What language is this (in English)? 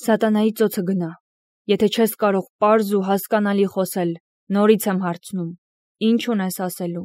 Armenian